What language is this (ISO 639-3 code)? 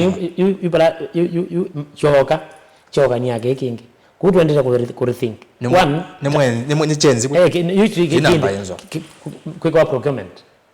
kam